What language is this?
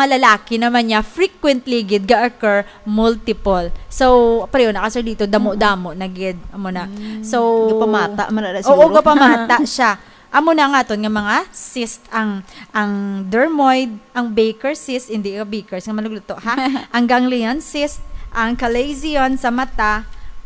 Hiligaynon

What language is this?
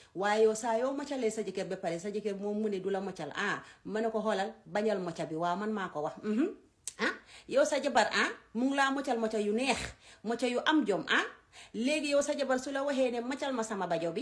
Wolof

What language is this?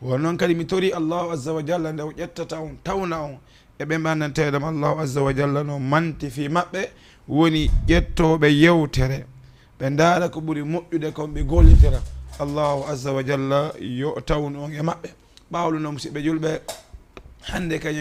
Fula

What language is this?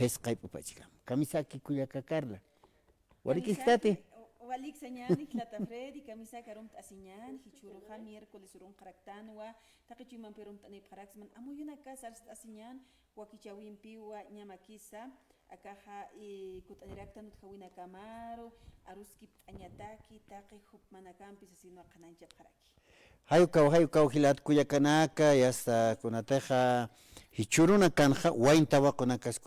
Aymara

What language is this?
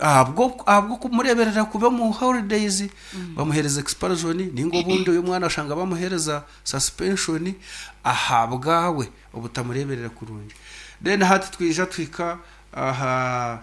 Nyankole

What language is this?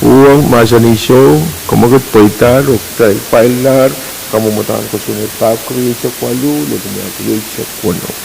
Pohnpeian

